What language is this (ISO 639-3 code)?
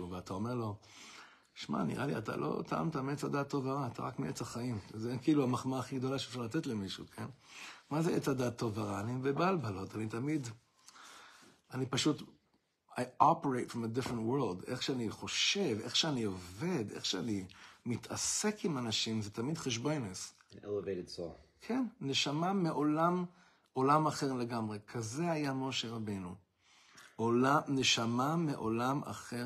heb